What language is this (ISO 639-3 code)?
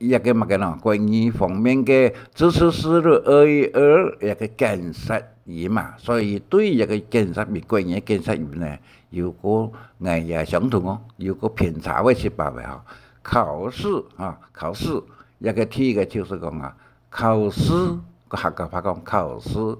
hak